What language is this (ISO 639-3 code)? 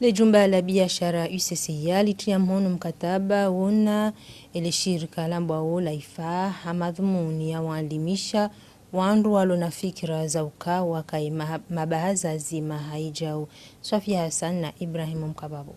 zdj